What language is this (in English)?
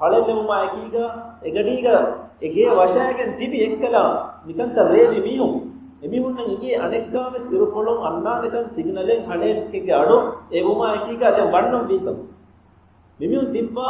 Divehi